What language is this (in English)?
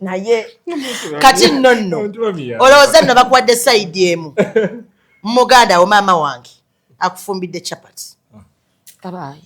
Ganda